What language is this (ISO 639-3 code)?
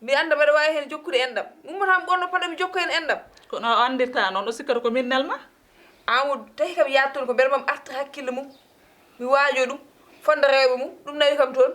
ful